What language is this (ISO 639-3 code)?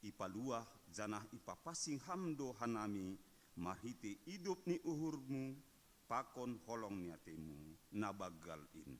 bts